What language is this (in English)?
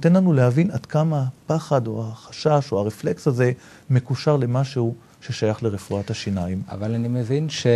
Hebrew